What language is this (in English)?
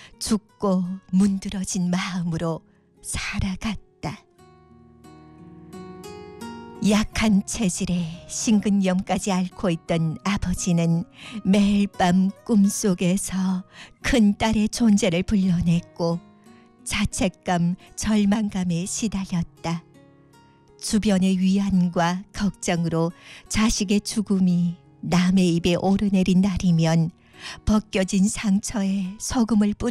Korean